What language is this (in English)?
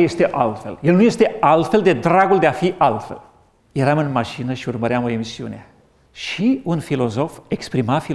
Romanian